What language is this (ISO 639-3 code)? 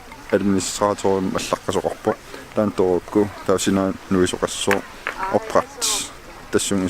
kal